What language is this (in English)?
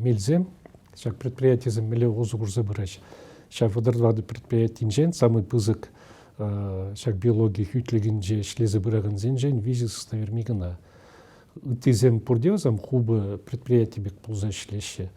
Chuvash